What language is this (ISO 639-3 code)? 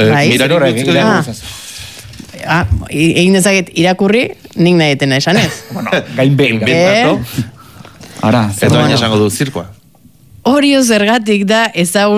eus